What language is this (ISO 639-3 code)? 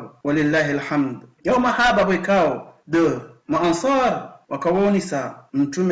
zdj